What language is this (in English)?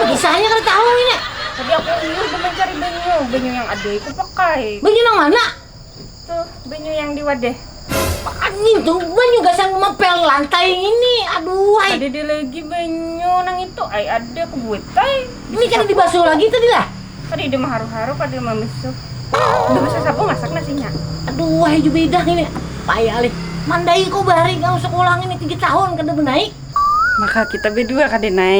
Banjar